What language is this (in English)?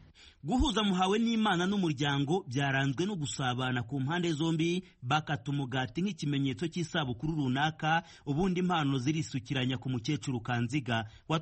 Kinyarwanda